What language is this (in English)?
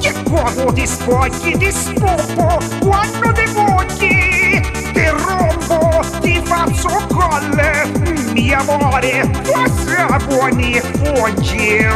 Neapolitan